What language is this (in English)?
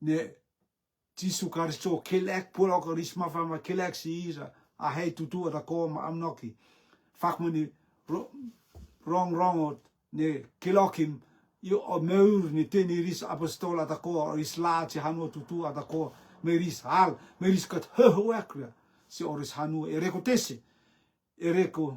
Rotuman